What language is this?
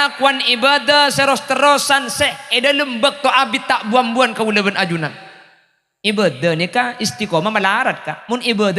Madurese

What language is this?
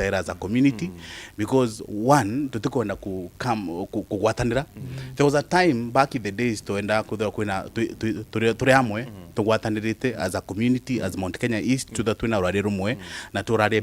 Meru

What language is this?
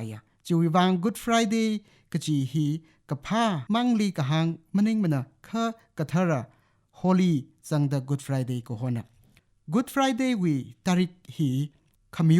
Tangkhul Naga (India)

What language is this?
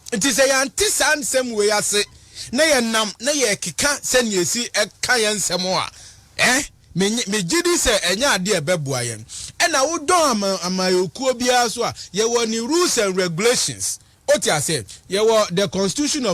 Akan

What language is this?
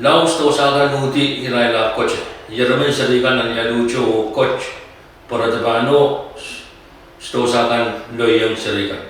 Pohnpeian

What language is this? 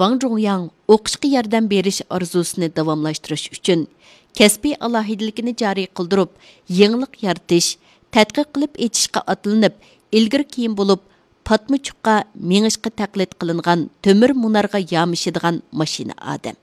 Uyghur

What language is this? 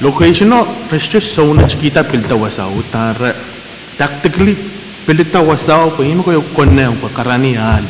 Pohnpeian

